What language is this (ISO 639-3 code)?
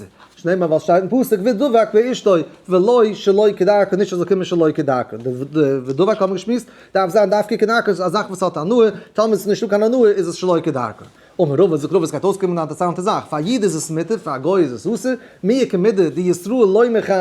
yid